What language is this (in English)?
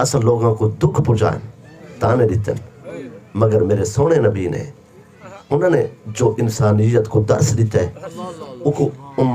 Saraiki